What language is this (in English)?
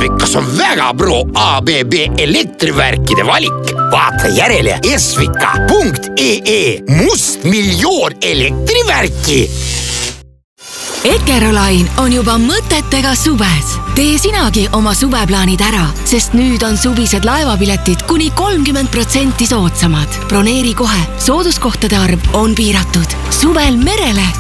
Estonian